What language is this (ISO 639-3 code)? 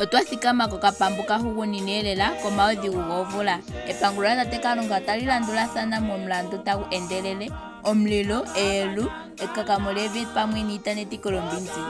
ndo